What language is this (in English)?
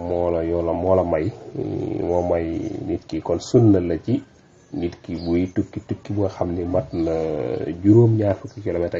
Wolof